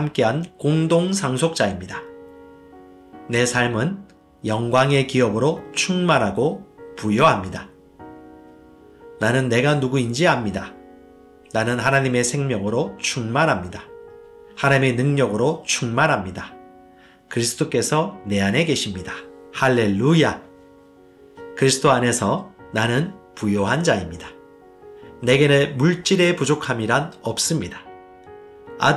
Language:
Korean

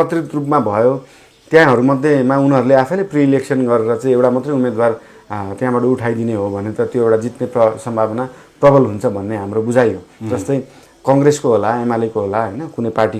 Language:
Nepali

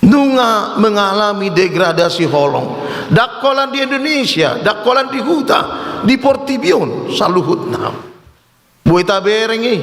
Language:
Batak Toba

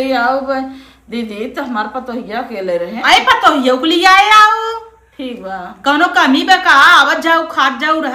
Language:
Awadhi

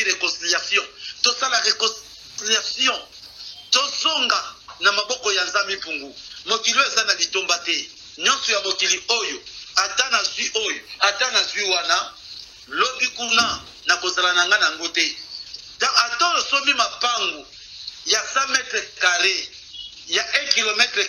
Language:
Lingala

